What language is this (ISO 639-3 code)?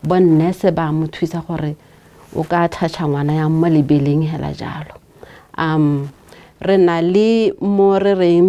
tsn